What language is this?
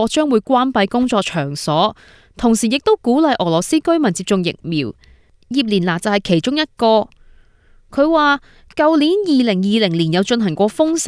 Cantonese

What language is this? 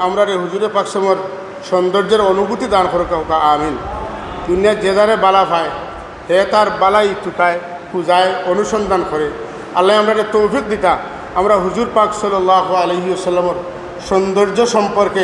Sylheti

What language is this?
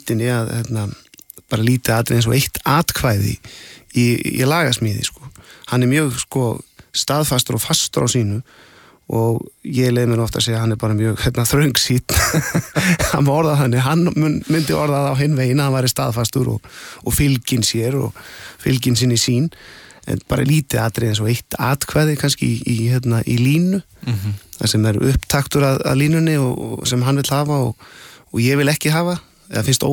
Icelandic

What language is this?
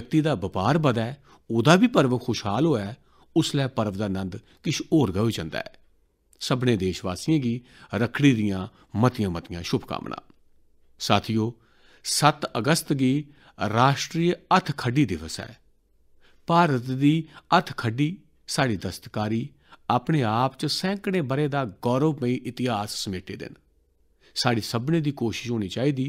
Dogri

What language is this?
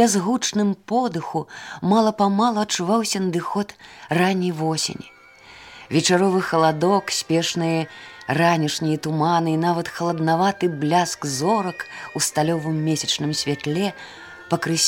Belarusian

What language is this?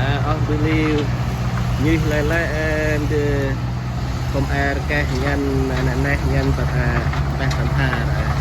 Central Mnong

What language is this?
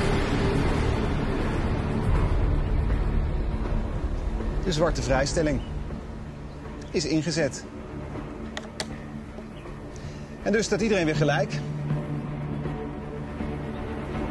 Dutch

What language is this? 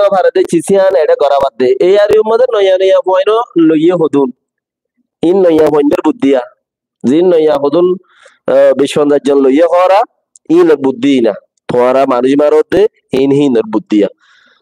Rohingya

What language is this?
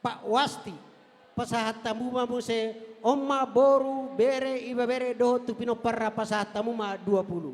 Batak Toba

